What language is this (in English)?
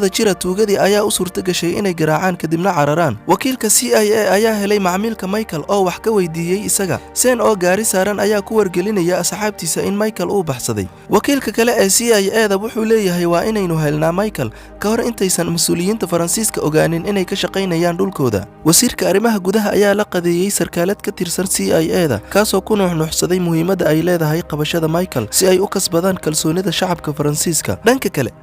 Somali